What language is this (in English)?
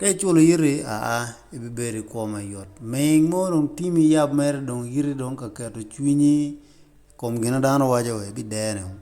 Acoli